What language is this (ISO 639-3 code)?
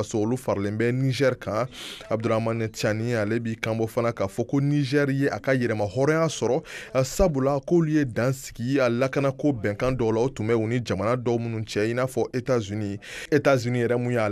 bam